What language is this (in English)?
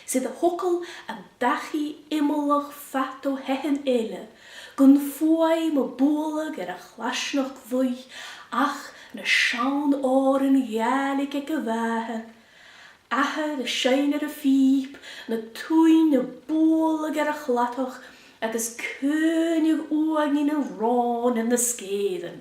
Scottish Gaelic